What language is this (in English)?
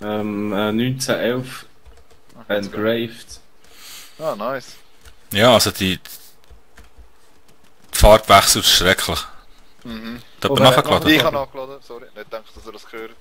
Swiss German